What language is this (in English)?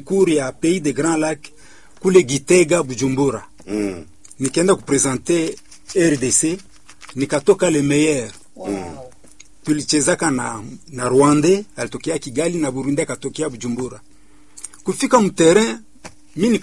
Swahili